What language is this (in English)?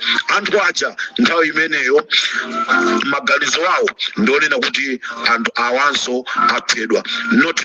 Nyanja